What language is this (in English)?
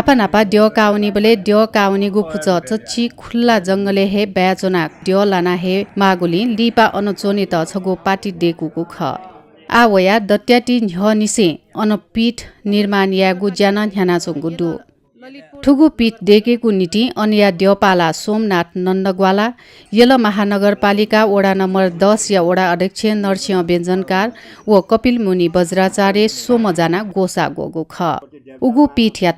Newari